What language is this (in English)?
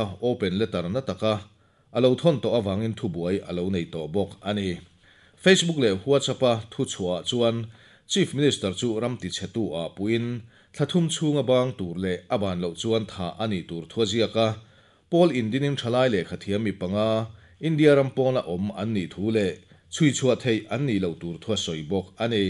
Mizo